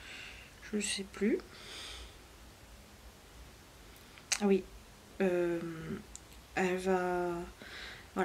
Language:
French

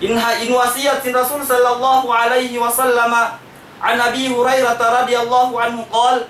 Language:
Tausug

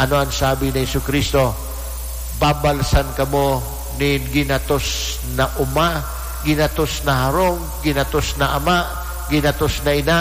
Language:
Bikol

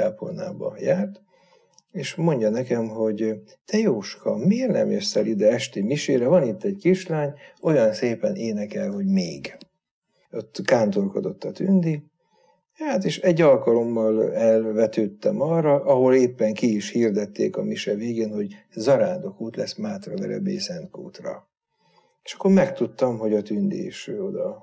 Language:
Hungarian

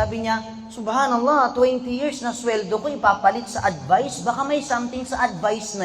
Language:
Maranao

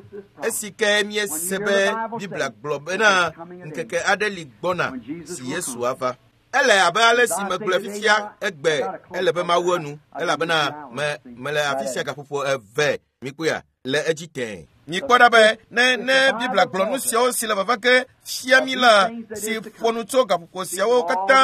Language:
Ewe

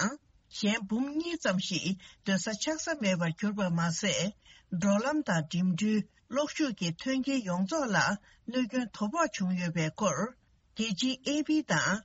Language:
Tibetan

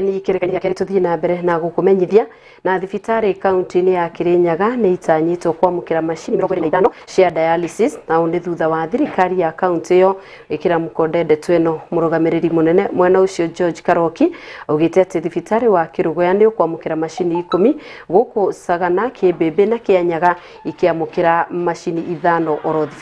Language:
Kikuyu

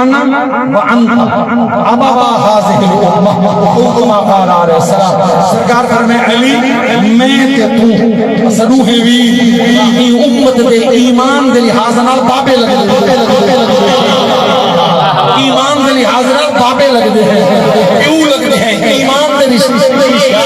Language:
Saraiki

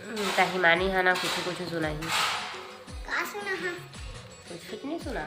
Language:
Chhattisgarhi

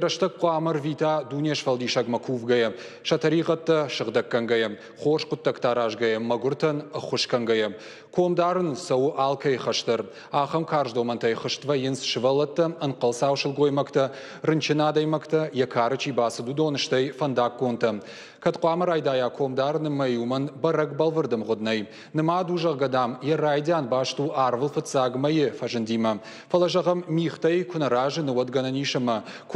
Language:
Ossetic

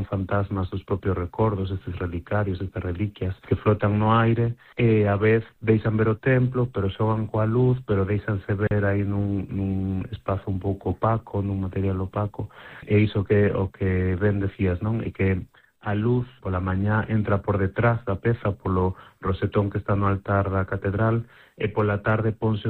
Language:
Galician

